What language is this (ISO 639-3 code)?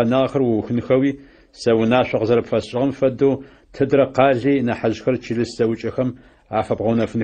ady